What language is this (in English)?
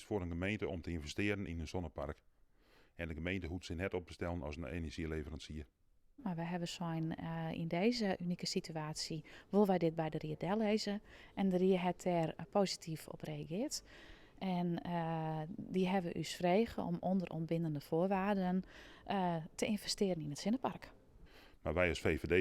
Western Frisian